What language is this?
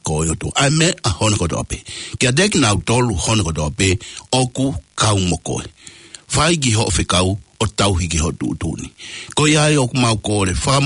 Tongan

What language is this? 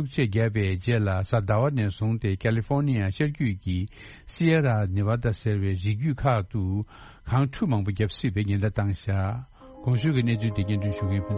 Tibetan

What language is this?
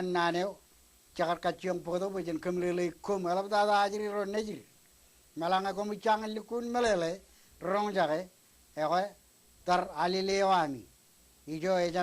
Marshallese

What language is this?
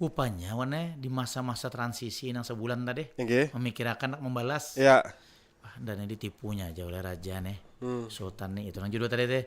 Banjar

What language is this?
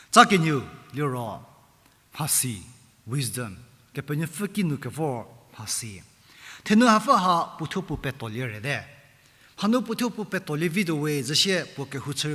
Angami Naga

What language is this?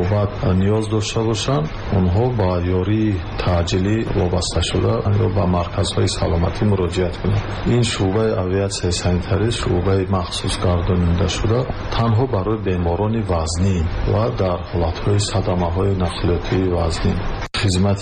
Tajik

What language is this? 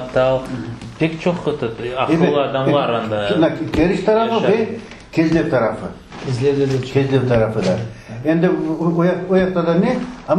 Crimean Tatar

